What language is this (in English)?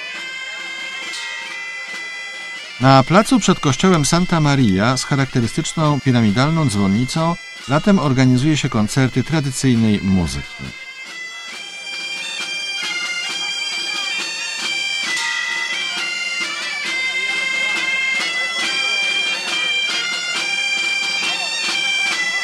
Polish